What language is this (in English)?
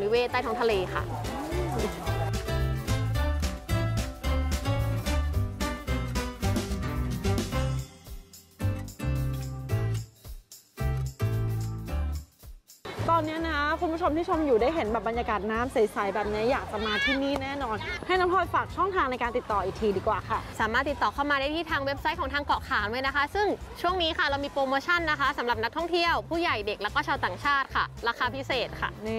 Thai